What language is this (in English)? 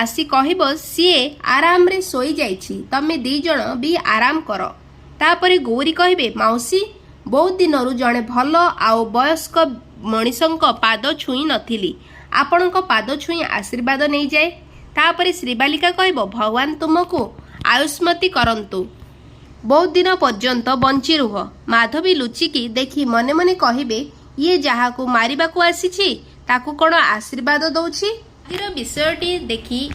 Odia